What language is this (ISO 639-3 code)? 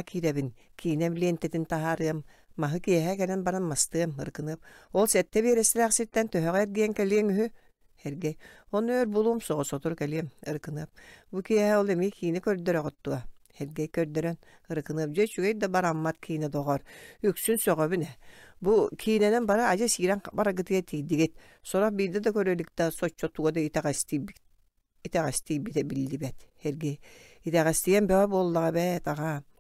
sah